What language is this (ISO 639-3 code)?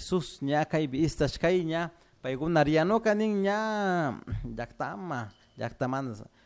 qug